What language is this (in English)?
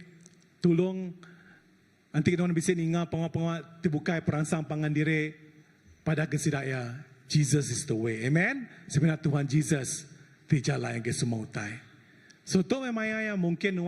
Iban